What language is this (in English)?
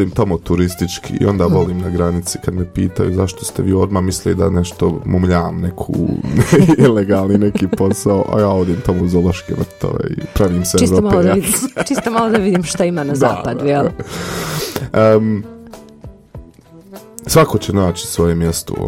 Bosnian